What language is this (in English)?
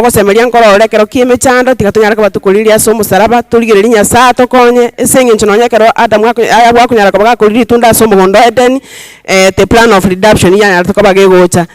Gusii